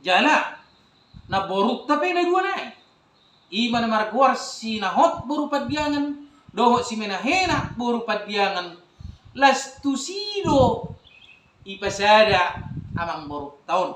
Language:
Batak Toba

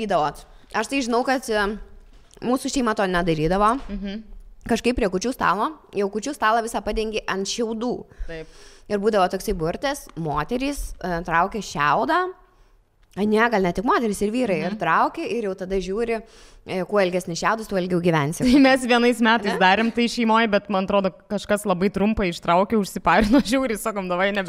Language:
Lithuanian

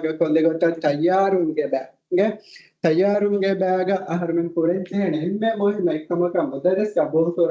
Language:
Divehi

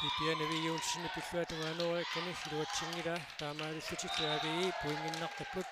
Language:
Kalaallisut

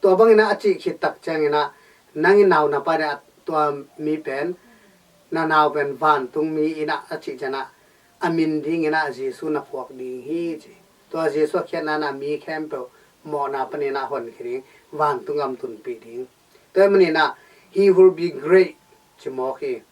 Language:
Tedim Chin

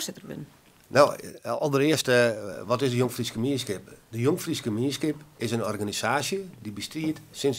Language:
Western Frisian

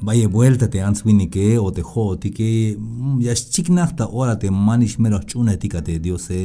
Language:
Tzeltal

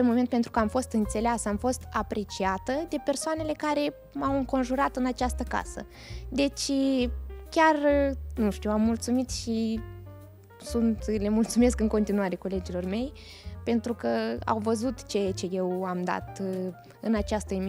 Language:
Romanian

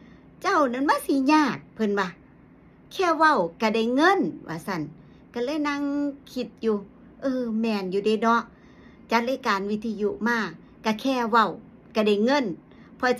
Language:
Northeastern Thai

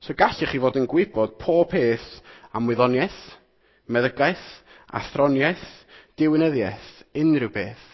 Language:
Welsh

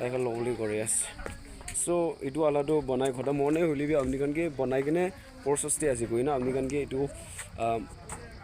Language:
Naga Pidgin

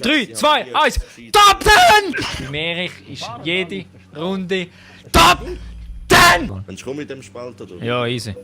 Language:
Swiss German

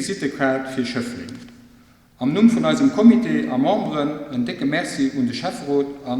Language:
Luxembourgish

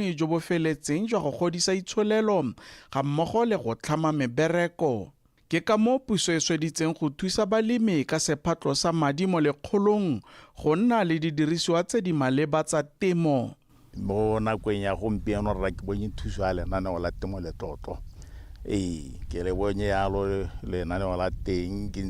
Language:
Tswana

